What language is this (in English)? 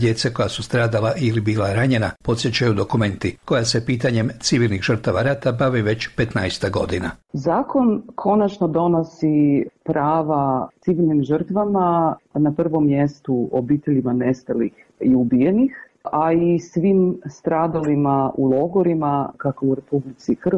Croatian